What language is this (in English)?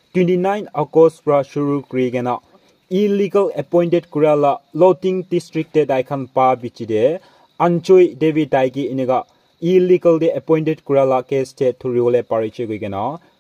Naga Pidgin